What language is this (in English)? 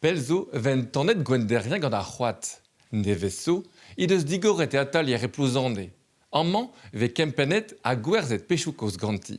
Breton